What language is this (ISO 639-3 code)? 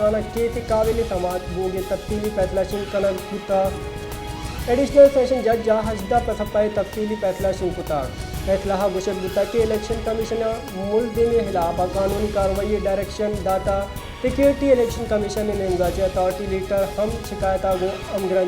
bal